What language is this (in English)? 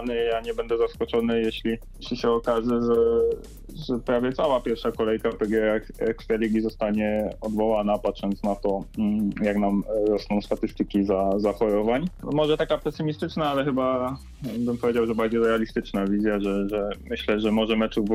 Polish